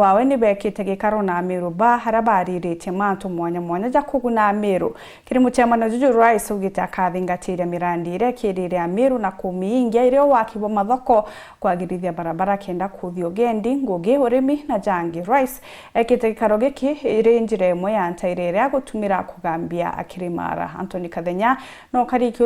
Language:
Meru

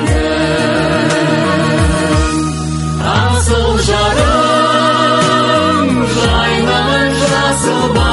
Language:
Kazakh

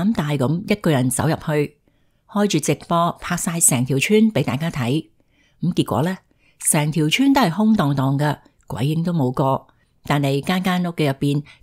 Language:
Cantonese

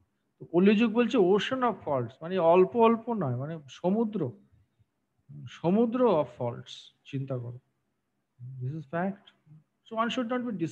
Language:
Bangla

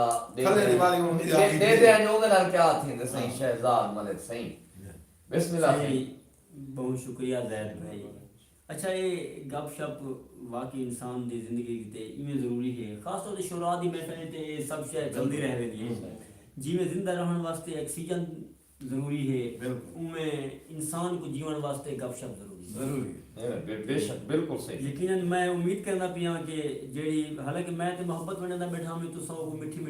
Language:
Saraiki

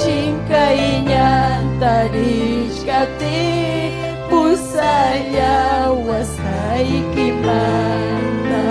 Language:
Ayacucho Quechua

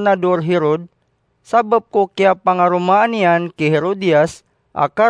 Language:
Maranao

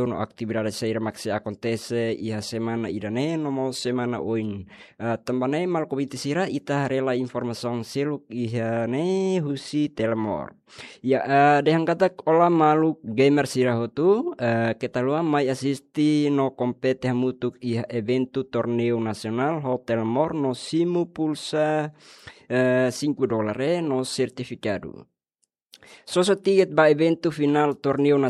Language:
Tetum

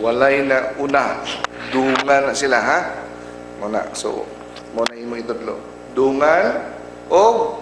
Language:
Cebuano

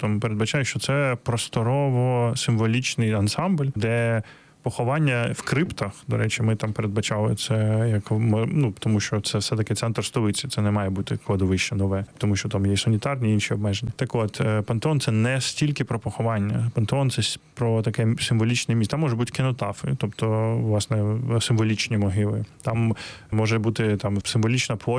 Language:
Ukrainian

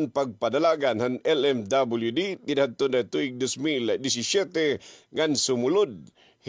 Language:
Waray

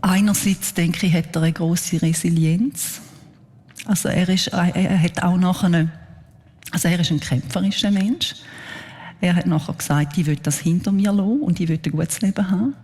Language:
Swiss German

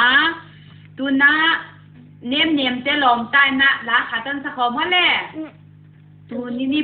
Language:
Paite Chin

